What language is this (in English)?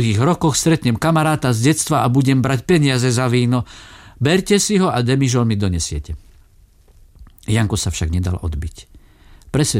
Slovak